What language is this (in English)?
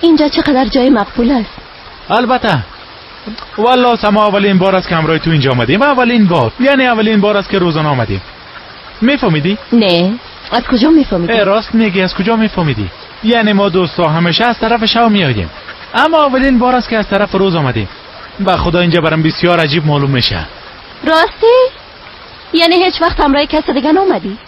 Persian